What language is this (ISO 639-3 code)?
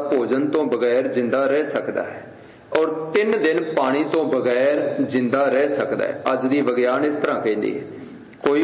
pan